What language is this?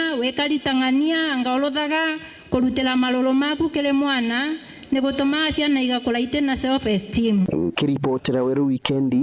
Meru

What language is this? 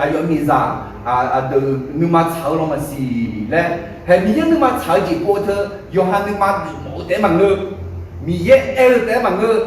Akha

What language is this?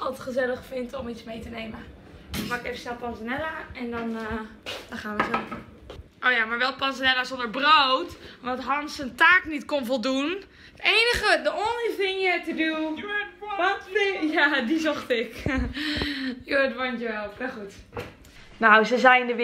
Dutch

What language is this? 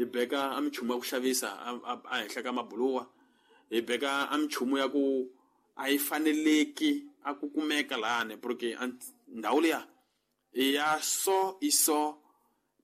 Tsonga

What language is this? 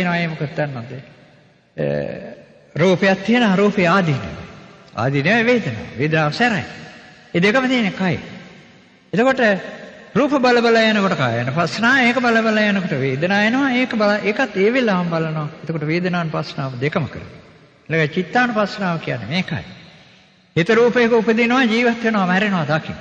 Sinhala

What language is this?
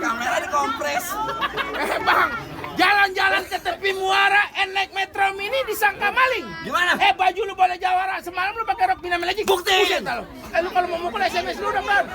Betawi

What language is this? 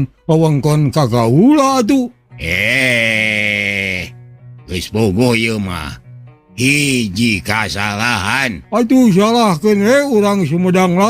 Sundanese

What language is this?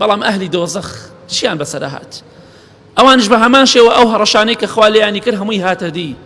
Central Kurdish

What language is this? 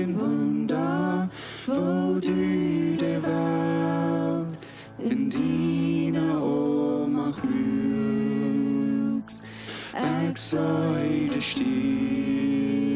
Plautdietsch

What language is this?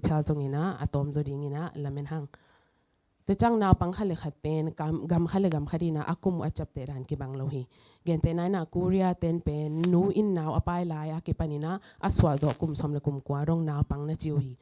Tedim Chin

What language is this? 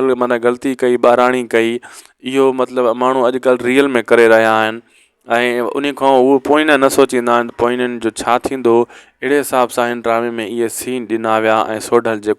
Sindhi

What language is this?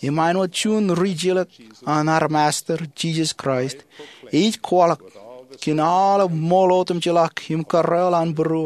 Marshallese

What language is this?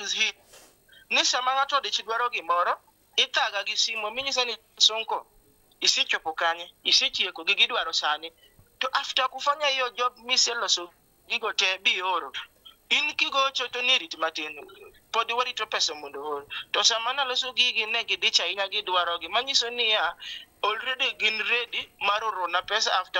Luo (Kenya and Tanzania)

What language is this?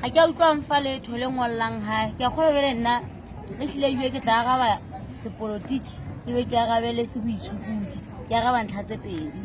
Southern Sotho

